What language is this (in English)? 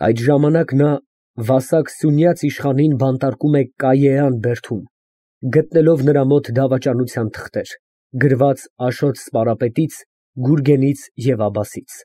Armenian